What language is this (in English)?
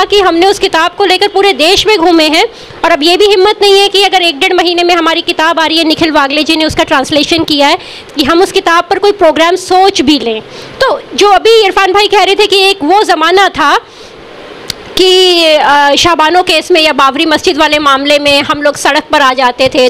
Hindi